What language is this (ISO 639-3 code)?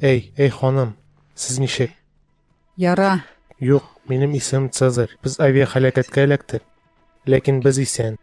tat